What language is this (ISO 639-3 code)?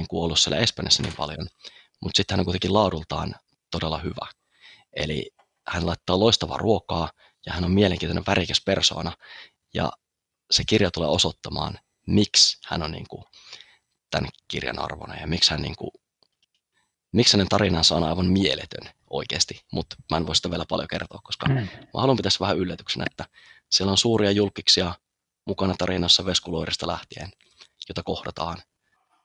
fin